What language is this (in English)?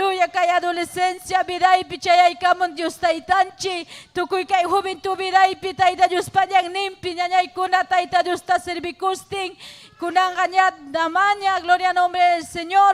Ayacucho Quechua